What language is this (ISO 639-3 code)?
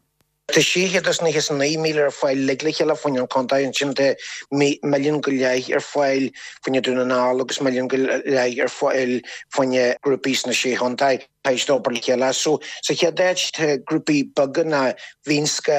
gle